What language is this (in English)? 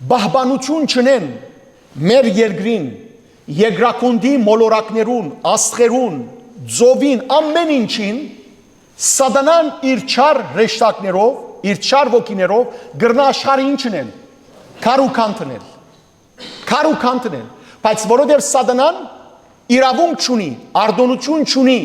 Western Armenian